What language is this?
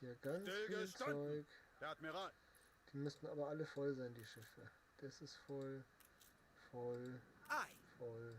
Bavarian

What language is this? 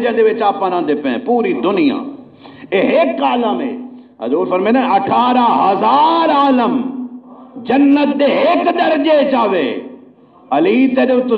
Saraiki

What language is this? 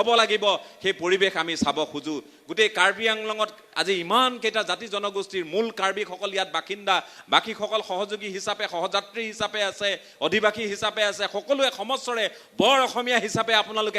Assamese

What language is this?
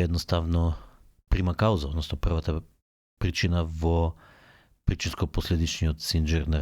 Macedonian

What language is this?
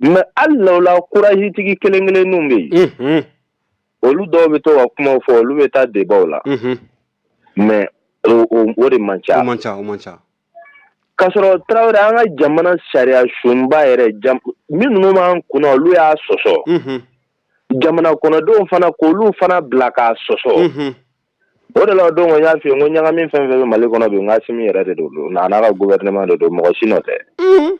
Bambara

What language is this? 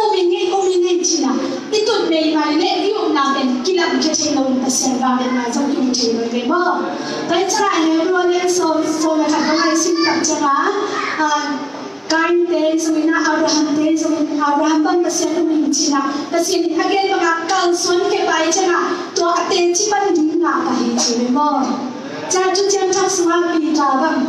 Tedim Chin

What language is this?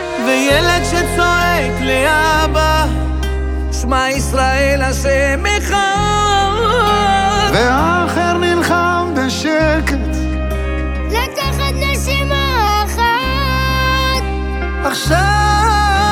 Hebrew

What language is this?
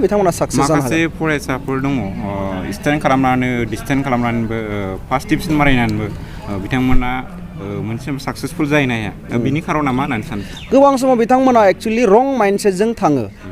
Bodo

